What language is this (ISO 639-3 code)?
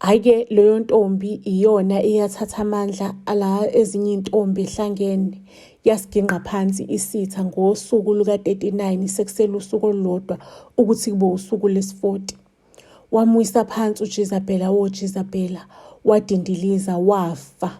zul